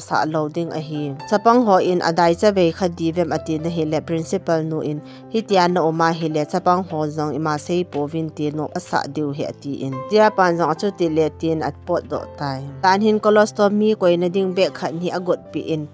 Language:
Thado Chin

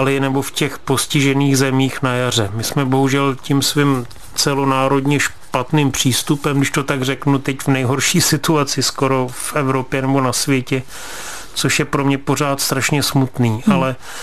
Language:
Czech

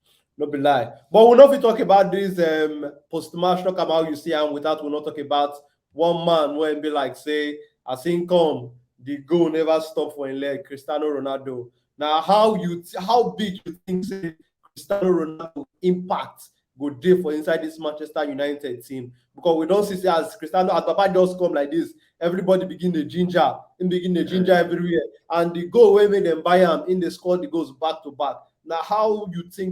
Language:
Nigerian Pidgin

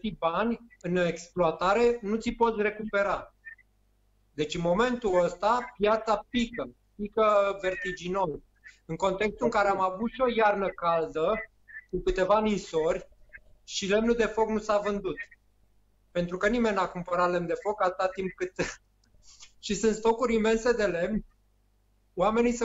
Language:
Romanian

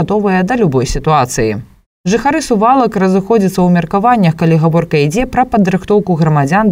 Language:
Belarusian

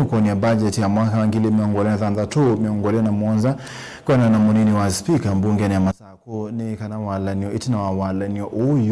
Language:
Kamba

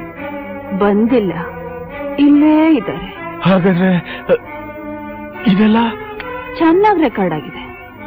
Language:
Kannada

